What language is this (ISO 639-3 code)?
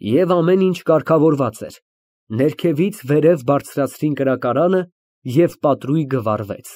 hye